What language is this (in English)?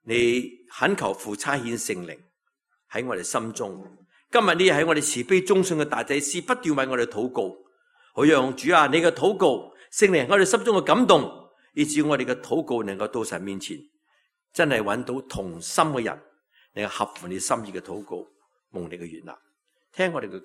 Cantonese